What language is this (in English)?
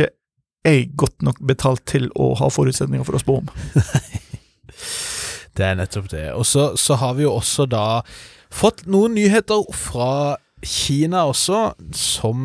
Norwegian